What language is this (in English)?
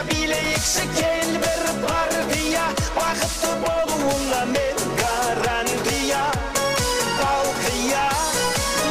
Kara-Kalpak